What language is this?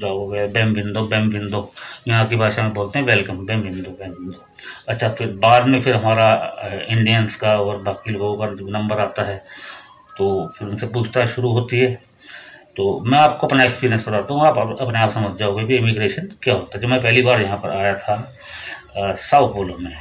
Hindi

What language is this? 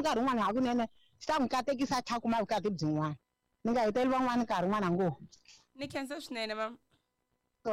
Tsonga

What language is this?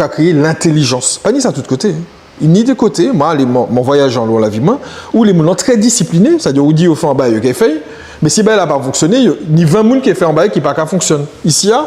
Guadeloupean Creole French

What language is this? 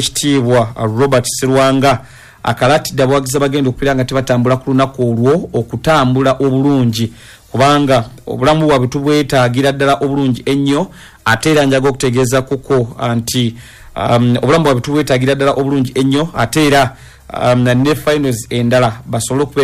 Ganda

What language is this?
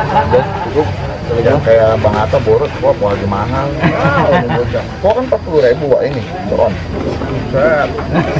Indonesian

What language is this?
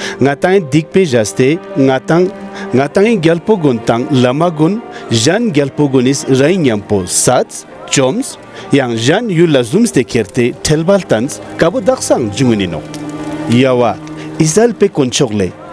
Ladakhi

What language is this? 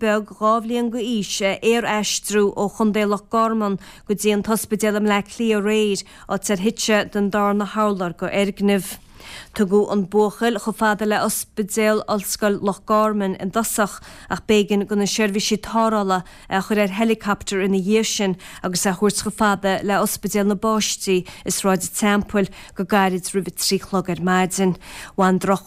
Irish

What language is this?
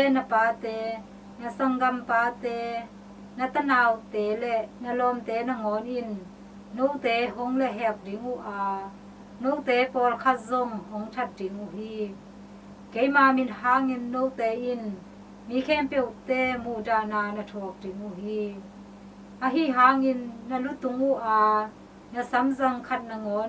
Tedim Chin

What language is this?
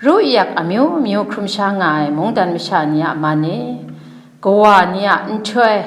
Kachin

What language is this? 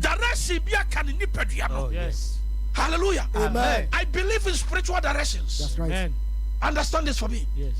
Akan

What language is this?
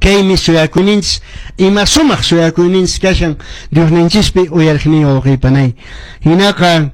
Quechua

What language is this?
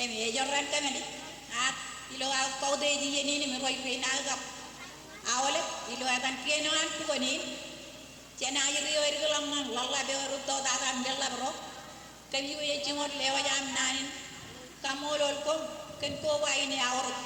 Marshallese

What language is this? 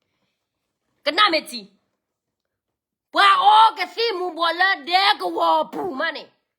S'gaw Karen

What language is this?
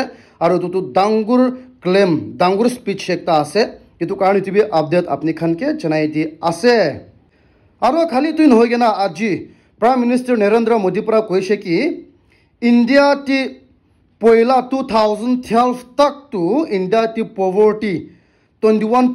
Naga Pidgin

